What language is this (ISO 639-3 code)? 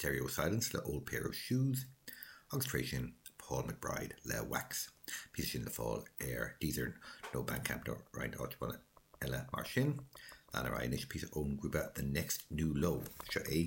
gle